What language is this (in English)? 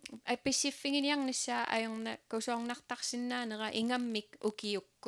Kalaallisut